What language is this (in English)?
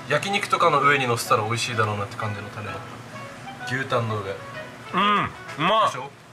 Japanese